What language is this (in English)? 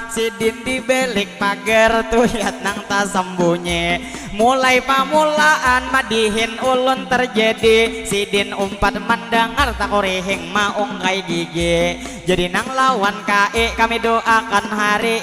Banjar